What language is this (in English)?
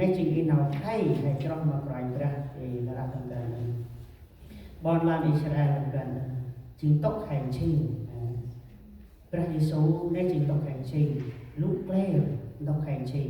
Central Mnong